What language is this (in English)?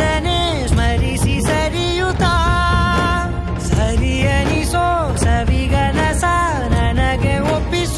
Kannada